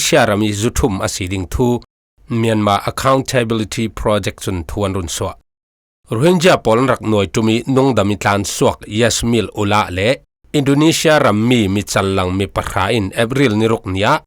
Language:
Falam Chin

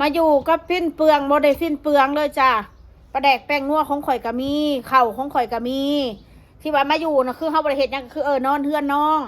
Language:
Northeastern Thai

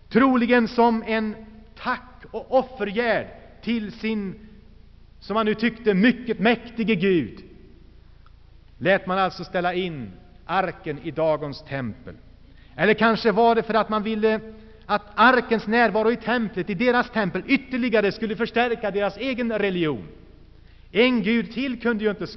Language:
Swedish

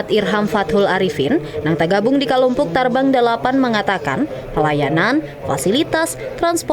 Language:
Banjar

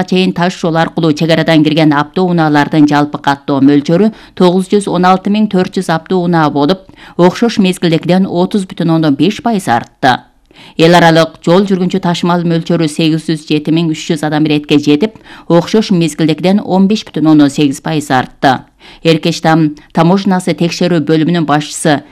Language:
Kyrgyz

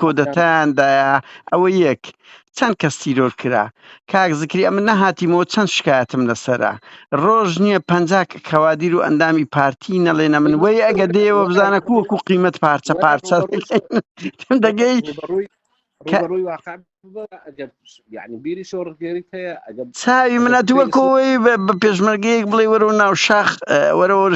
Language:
Central Kurdish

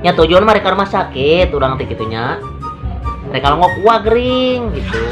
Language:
Sundanese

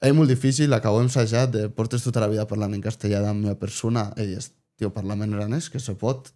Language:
Occitan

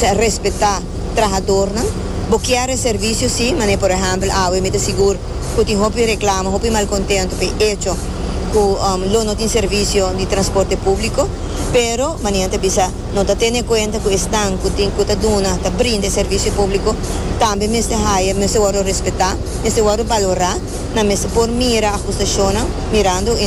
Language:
Papiamento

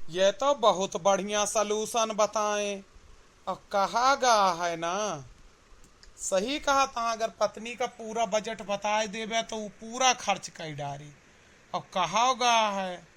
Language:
Awadhi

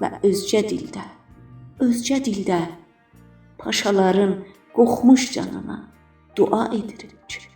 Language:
South Azerbaijani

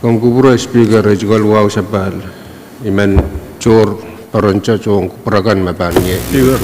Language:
Pohnpeian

